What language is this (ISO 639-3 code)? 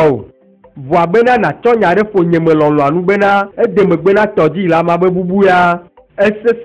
ewe